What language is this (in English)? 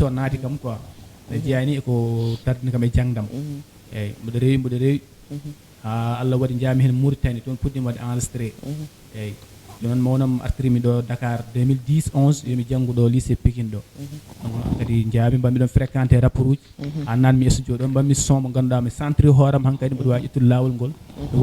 Fula